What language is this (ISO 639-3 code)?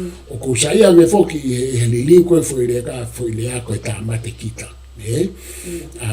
ton